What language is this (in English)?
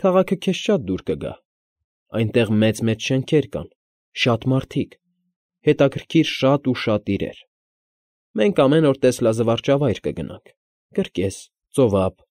Armenian